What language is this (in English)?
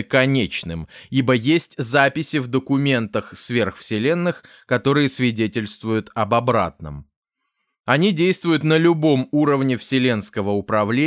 Russian